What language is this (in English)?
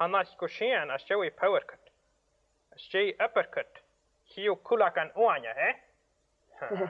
Scottish Gaelic